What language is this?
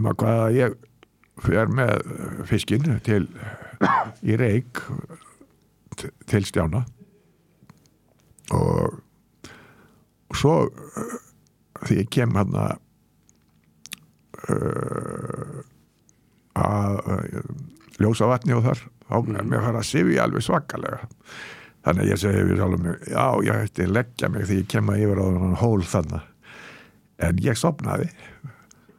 Icelandic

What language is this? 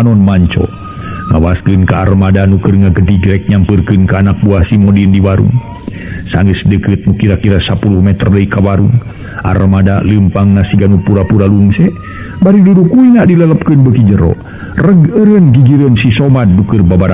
Sundanese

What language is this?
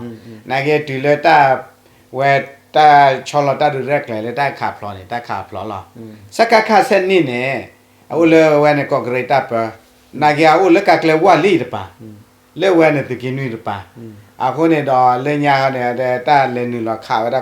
S'gaw Karen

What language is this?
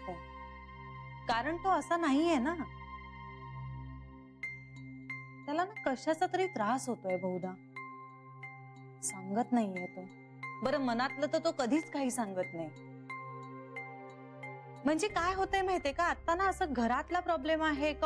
Marathi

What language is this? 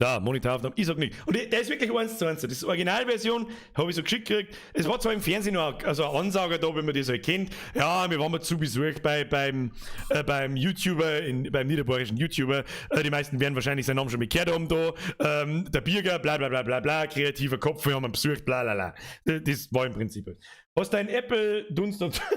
Bavarian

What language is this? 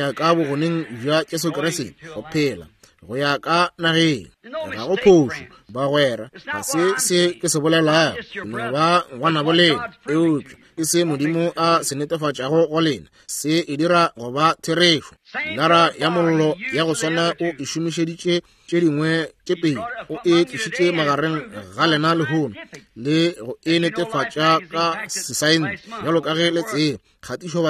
Northern Sotho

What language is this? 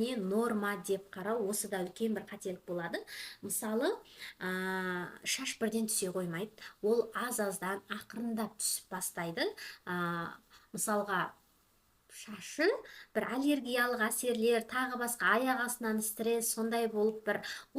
Kazakh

